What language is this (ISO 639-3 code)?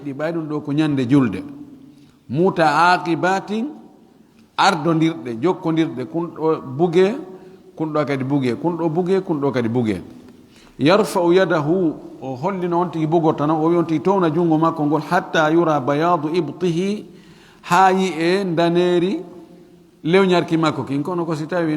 ful